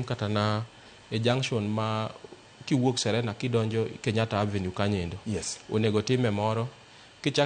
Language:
Luo (Kenya and Tanzania)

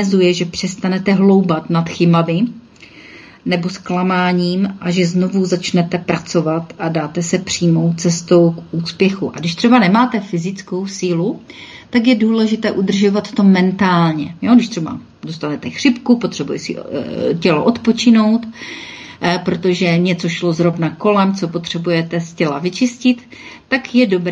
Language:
Czech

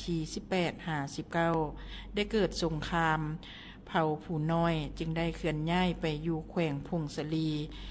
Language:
Lao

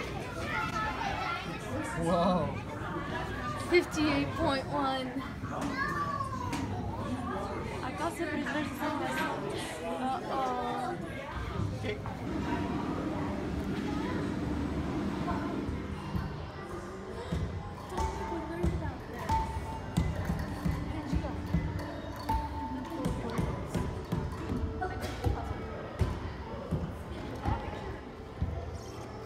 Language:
Bulgarian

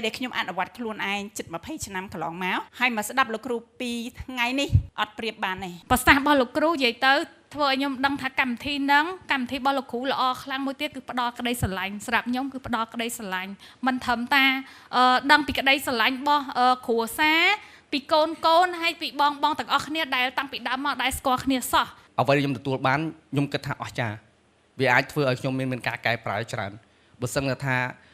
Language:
Khmer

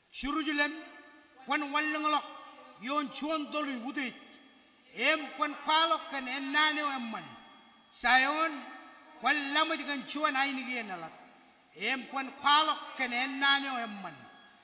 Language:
Marshallese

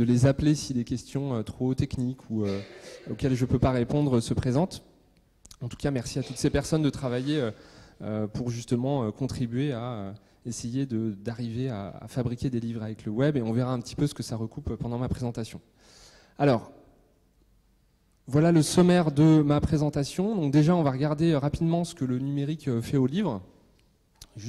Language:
French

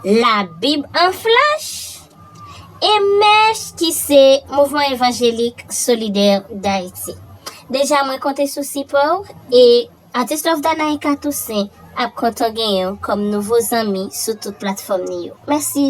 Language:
Haitian Creole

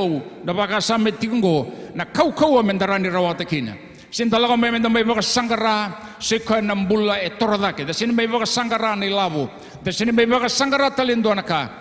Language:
Fijian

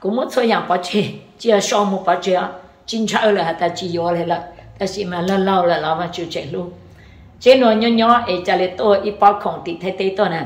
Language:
Hmong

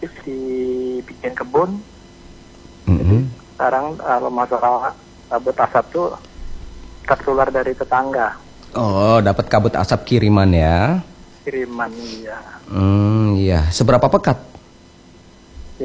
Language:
Indonesian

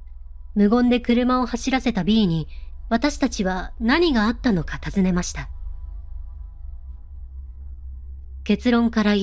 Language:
Japanese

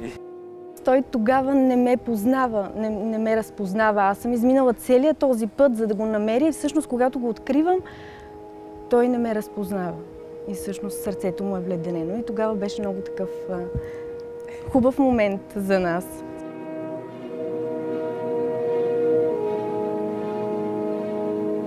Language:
Bulgarian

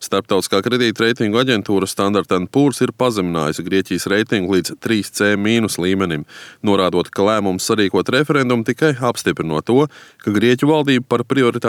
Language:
Latvian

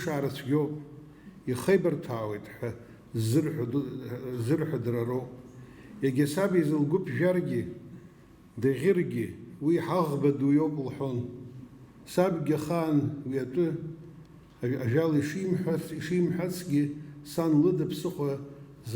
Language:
Abkhazian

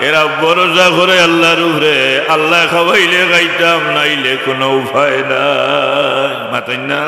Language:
Sylheti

